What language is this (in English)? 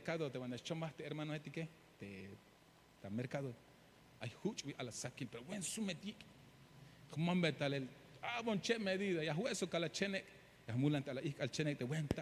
Tzeltal